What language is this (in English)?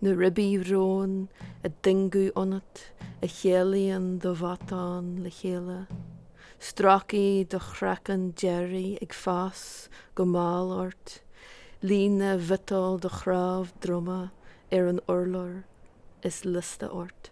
Irish